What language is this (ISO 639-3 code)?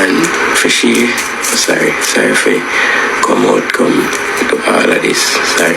jam